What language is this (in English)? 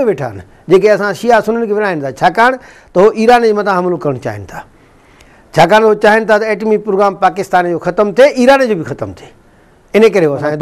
Sindhi